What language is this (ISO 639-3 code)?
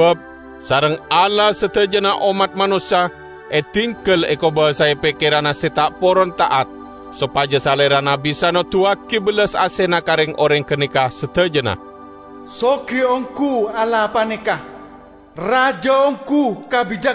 mad